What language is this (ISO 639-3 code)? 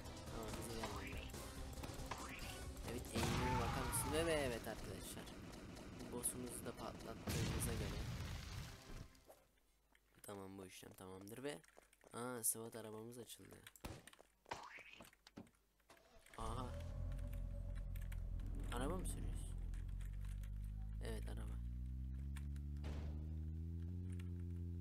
tur